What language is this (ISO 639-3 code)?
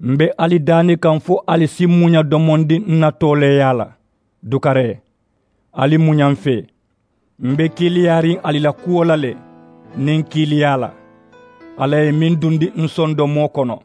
man